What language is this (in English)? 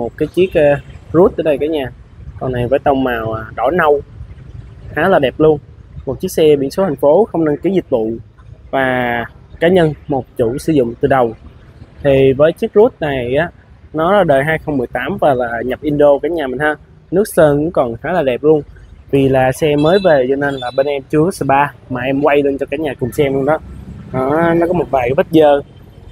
Vietnamese